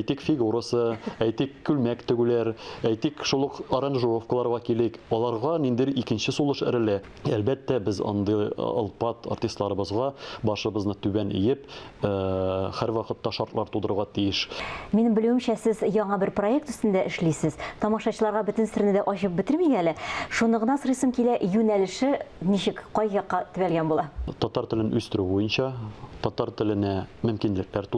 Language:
Tatar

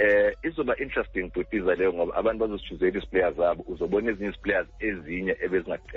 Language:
Xhosa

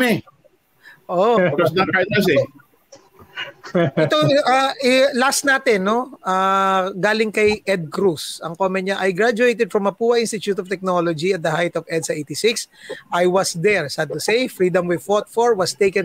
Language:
Filipino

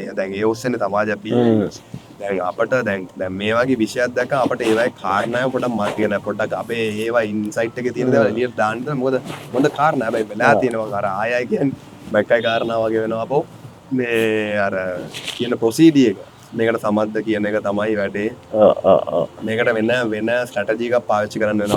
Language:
Sinhala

